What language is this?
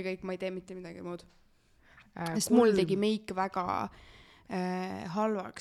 Estonian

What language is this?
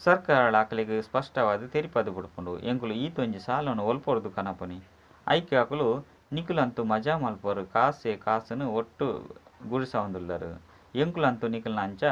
Tulu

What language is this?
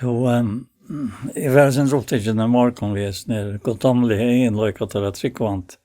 Faroese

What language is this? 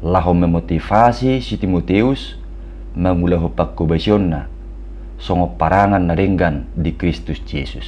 Batak Toba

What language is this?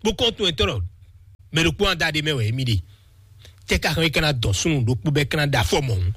Fon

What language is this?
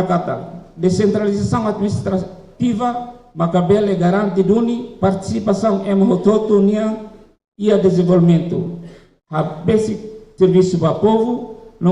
Tetum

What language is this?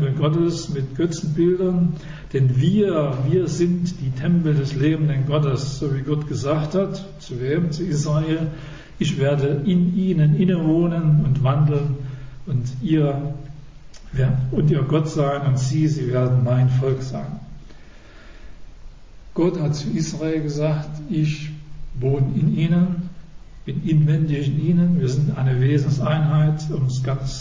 German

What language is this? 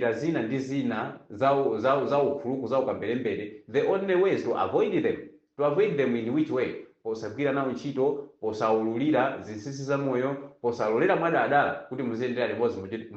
Nyanja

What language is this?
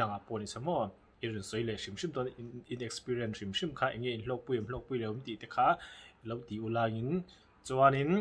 Mizo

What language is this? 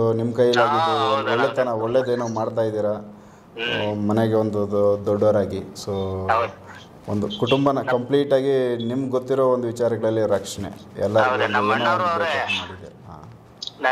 Kannada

